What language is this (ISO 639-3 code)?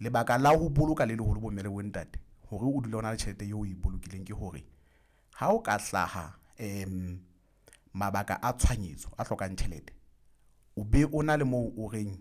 sot